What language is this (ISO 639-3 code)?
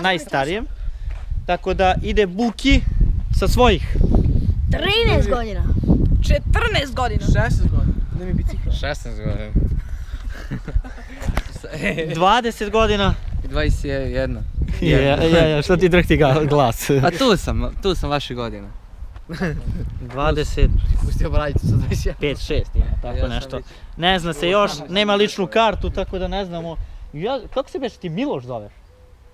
srp